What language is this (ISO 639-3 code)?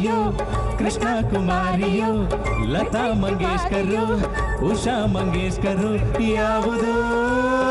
kan